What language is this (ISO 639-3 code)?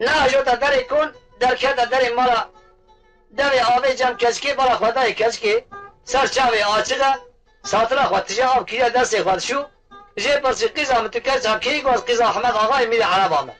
kur